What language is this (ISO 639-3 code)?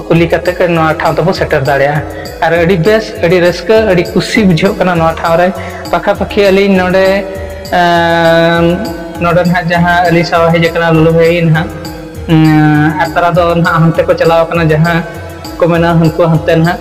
sat